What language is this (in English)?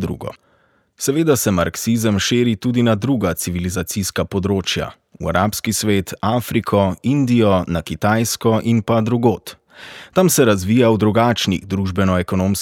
Slovenian